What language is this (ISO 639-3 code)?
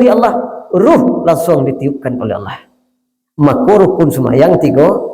min